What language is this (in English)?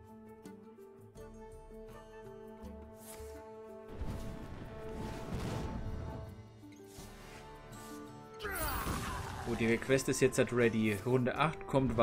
German